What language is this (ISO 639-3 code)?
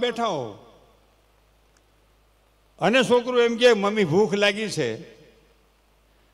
guj